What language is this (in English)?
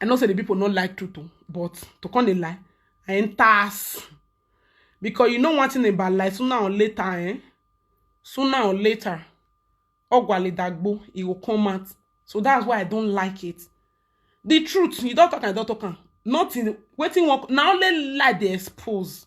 Nigerian Pidgin